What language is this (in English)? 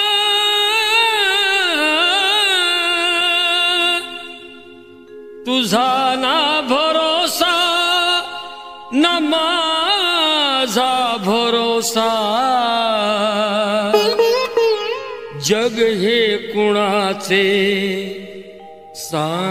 Marathi